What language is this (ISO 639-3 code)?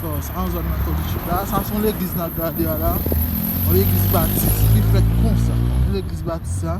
hat